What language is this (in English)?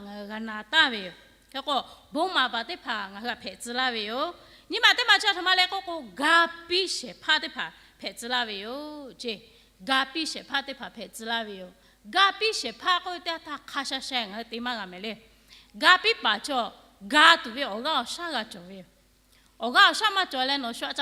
Lahu